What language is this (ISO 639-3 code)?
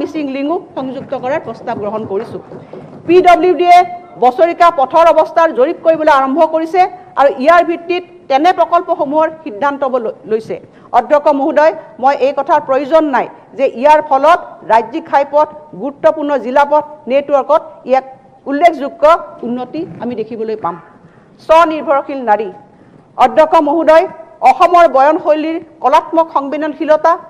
asm